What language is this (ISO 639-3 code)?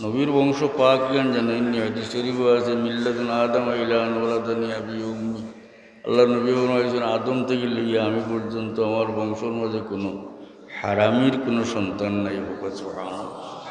syl